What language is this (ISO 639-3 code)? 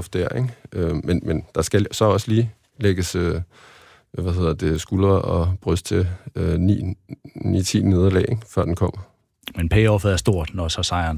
dan